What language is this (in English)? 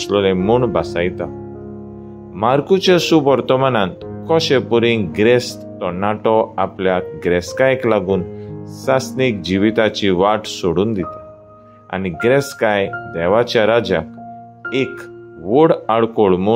Konkani